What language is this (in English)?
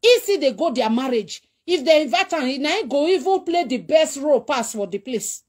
Nigerian Pidgin